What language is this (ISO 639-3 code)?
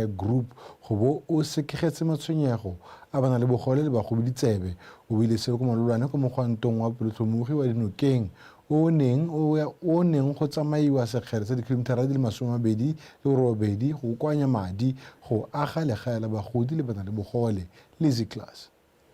tsn